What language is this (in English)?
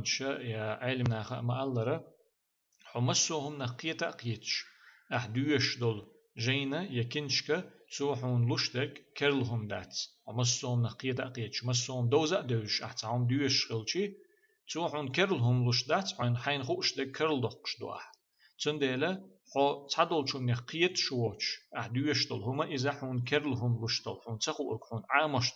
Chechen